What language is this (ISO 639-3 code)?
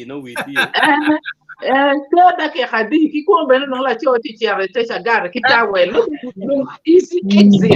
ach